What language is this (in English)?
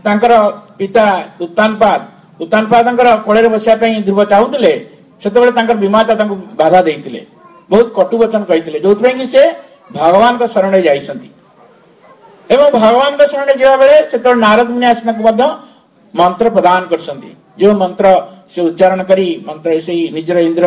Odia